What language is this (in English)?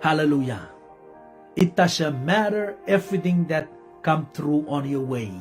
Pohnpeian